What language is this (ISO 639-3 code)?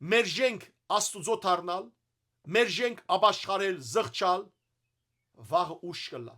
hyw